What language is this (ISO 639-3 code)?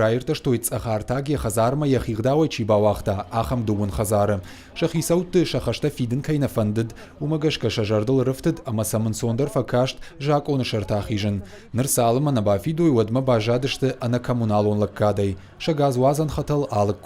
oss